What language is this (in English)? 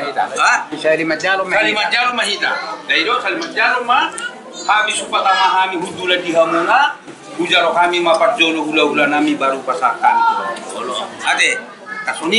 Batak Toba